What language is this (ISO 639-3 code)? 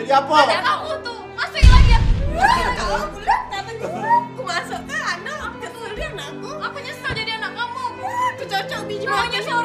mui